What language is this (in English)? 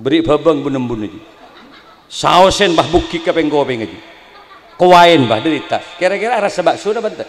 Madurese